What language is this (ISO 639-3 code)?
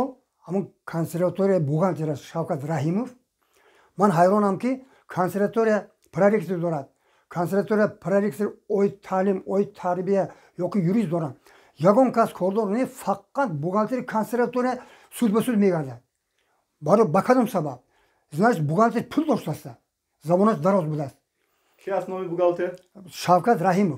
tgk